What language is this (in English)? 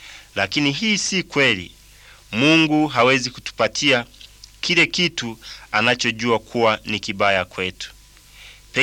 Swahili